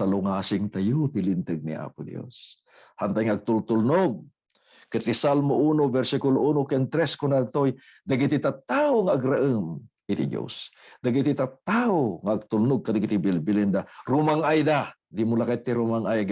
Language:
Iloko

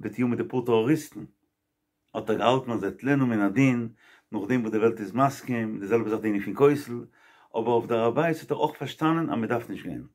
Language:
Yiddish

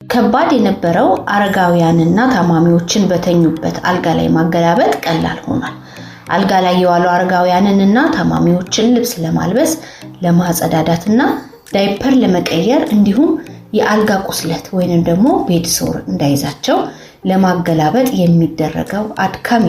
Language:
Amharic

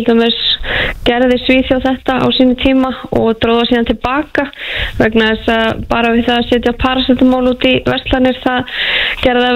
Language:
Icelandic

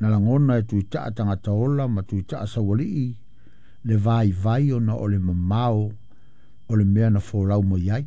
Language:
Samoan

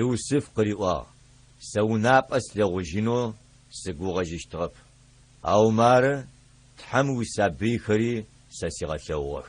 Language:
Adyghe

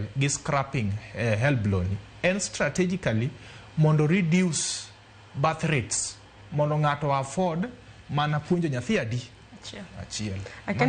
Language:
Luo (Kenya and Tanzania)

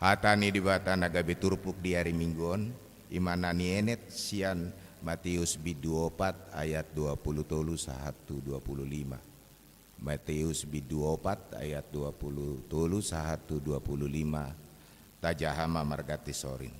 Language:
Batak Toba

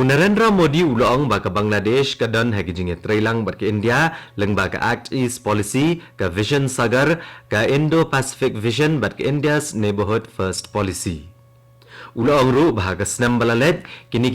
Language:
Khasi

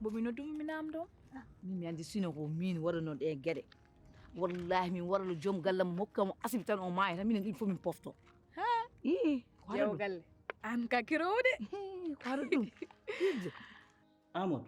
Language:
Fula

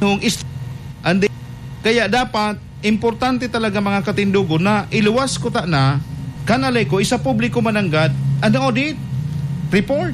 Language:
Bikol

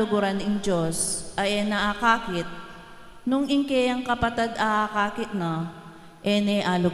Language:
Pampanga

